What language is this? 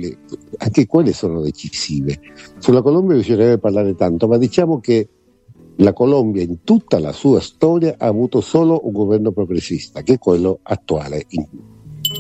Italian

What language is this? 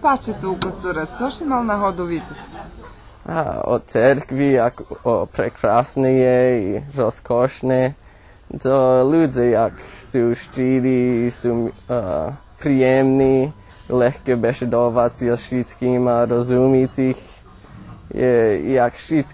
Rusyn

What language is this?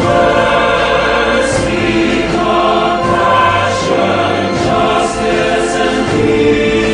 Pampanga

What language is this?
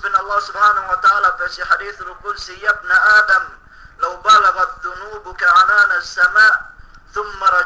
Yakan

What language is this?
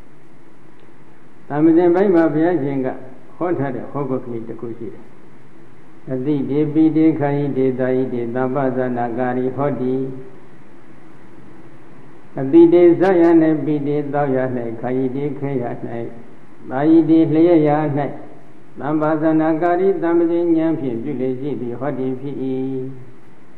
Burmese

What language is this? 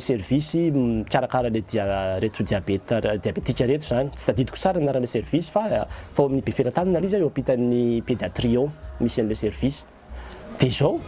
Malagasy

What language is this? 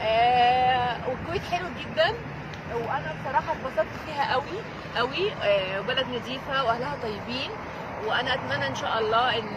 Egyptian Arabic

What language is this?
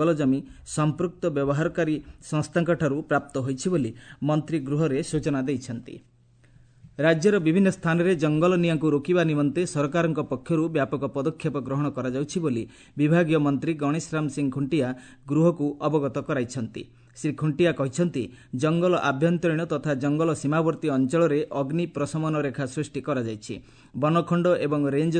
Odia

